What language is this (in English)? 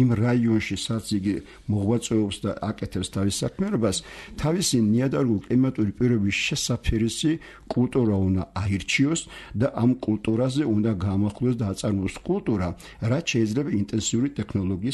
Georgian